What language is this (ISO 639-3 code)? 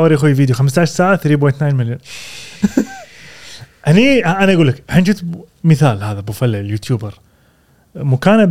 afb